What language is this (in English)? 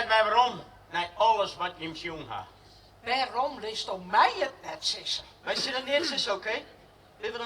Western Frisian